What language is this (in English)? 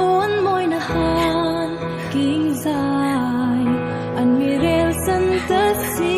Hmar